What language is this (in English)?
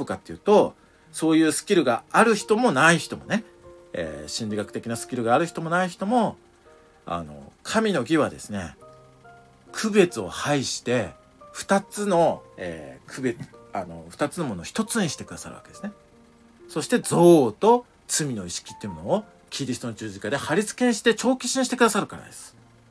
Japanese